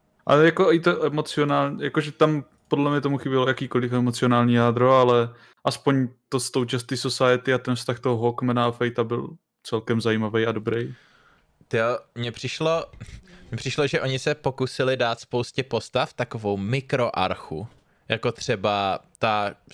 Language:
Czech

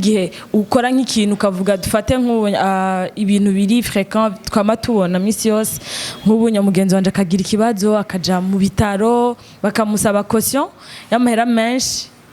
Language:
Rundi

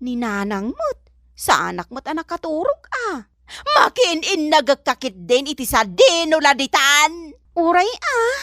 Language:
Iloko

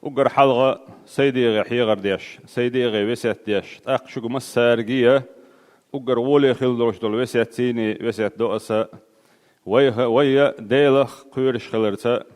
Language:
Chechen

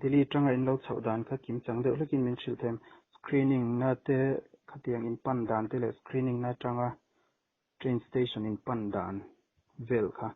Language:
Mizo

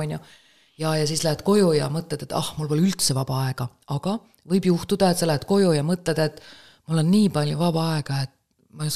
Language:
Estonian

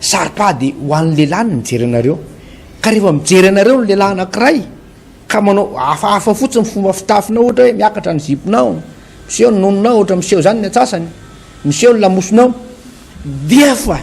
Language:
Malagasy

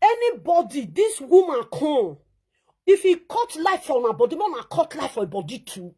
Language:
Nigerian Pidgin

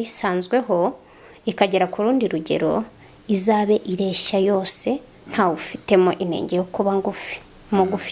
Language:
Kinyarwanda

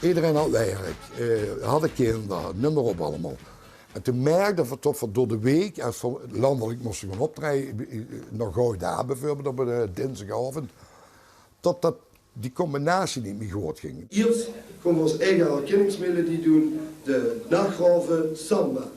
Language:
Limburgish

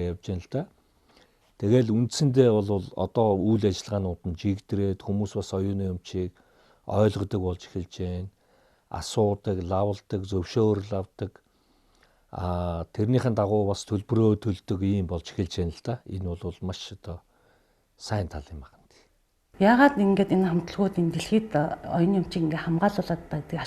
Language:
Mongolian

